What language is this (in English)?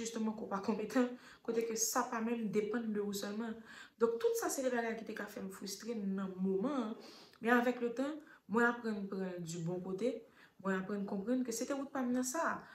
Haitian Creole